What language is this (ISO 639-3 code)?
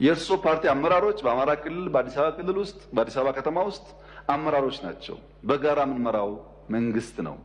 amh